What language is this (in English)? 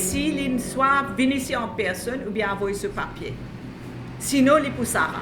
Morisyen